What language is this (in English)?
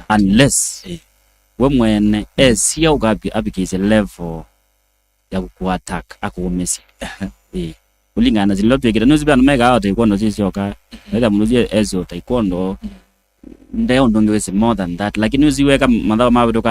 Kamba